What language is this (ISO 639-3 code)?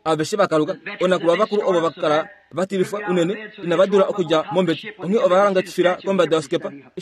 kua